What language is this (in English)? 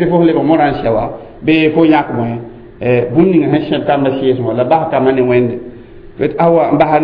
Mossi